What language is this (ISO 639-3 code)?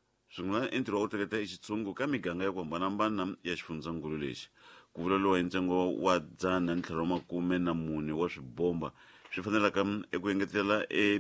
tso